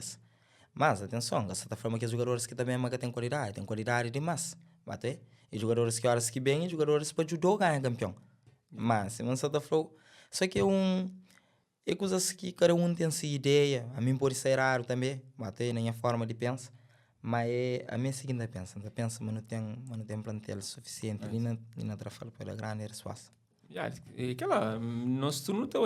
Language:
Kabuverdianu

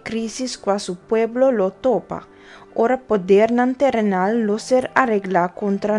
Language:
Papiamento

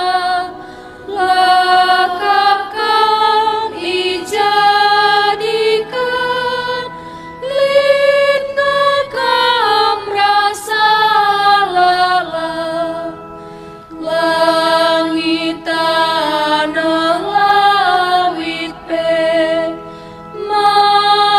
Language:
Batak Karo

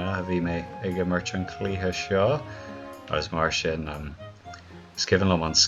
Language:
Irish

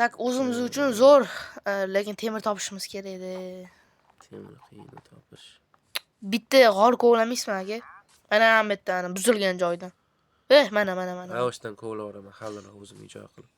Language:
Uzbek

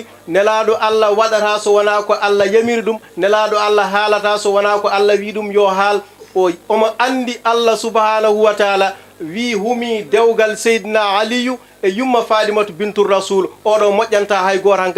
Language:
Fula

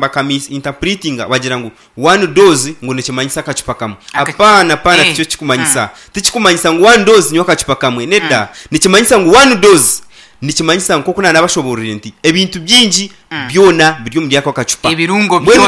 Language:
Nyankole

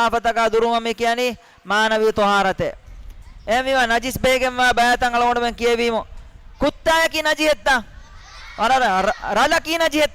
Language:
Divehi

